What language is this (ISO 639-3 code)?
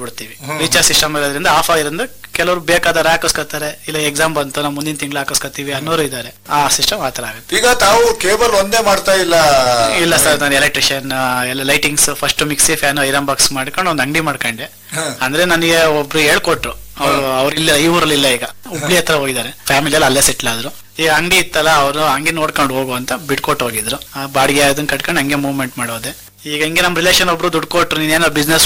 kan